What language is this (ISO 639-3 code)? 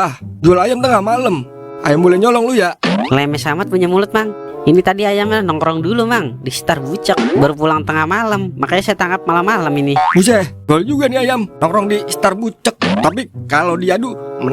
bew